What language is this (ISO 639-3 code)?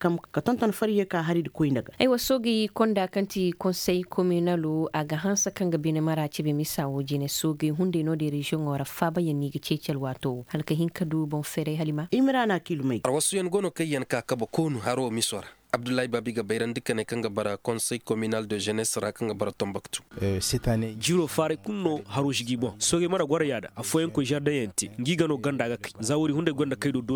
dje